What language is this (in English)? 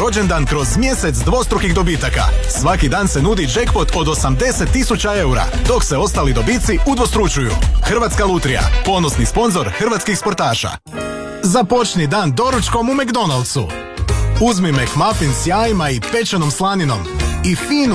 Croatian